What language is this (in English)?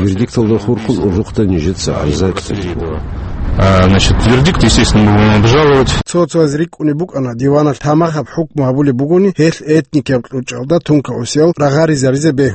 Avaric